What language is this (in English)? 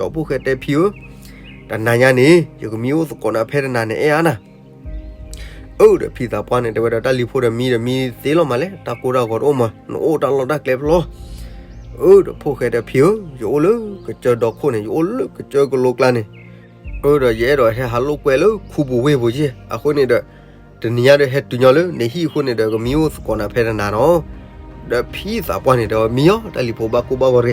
S'gaw Karen